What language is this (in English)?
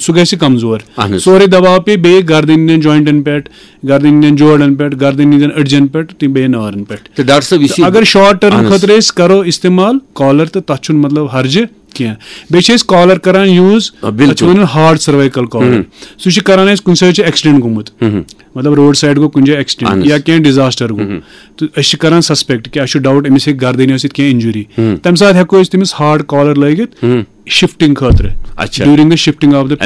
Kashmiri